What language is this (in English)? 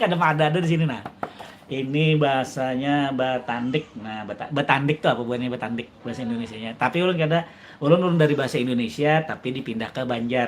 Banjar